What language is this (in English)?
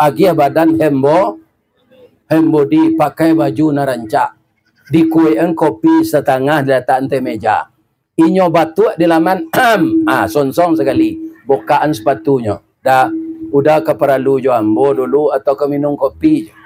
Minangkabau